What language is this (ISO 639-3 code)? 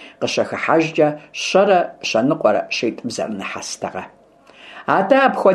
kbd